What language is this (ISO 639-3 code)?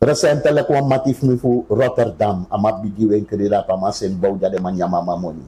srn